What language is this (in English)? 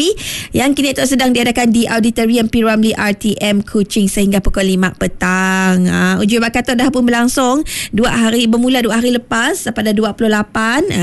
Malay